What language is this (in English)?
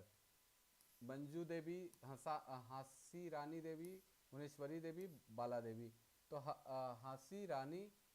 Sadri